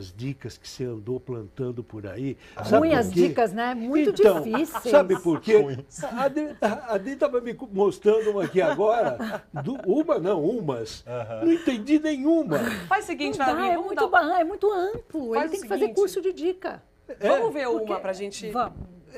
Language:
Portuguese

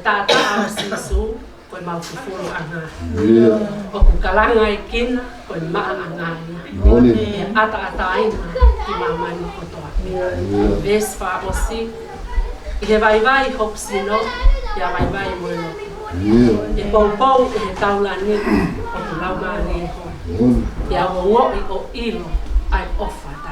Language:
Tongan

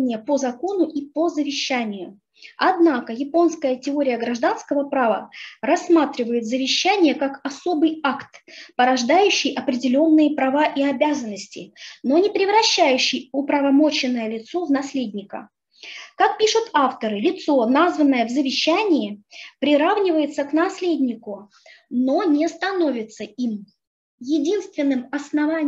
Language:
Russian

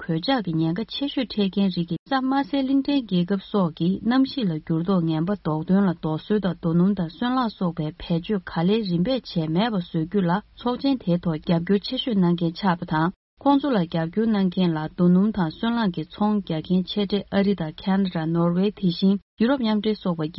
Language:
Tibetan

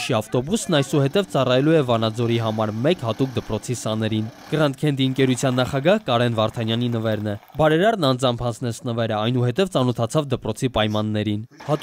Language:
Armenian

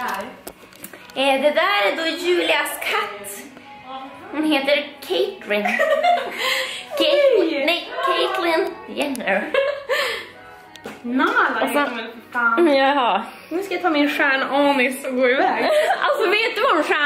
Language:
Swedish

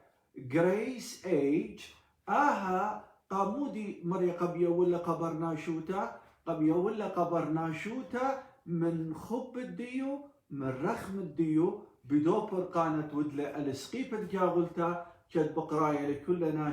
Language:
Assyrian Neo-Aramaic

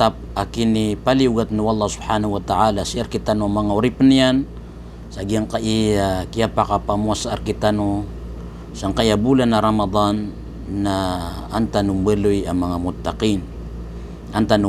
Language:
Maranao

